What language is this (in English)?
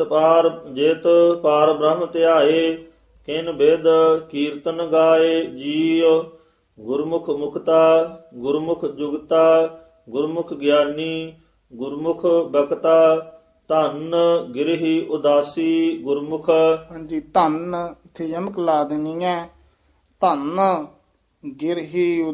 Punjabi